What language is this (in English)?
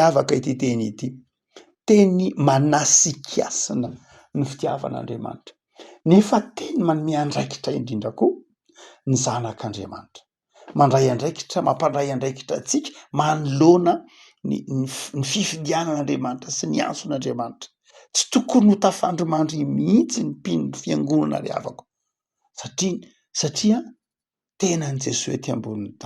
Malagasy